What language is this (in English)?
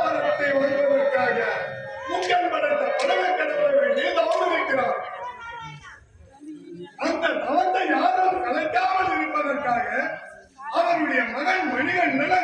Tamil